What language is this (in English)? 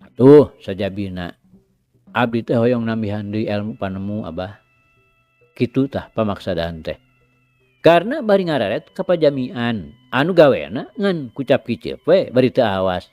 Sundanese